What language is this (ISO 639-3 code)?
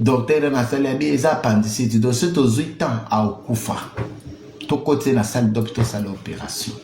lin